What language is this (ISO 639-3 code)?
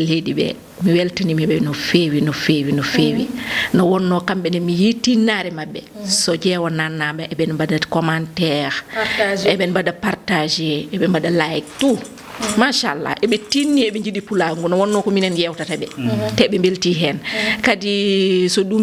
ful